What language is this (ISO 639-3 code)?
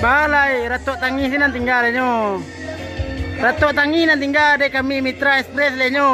min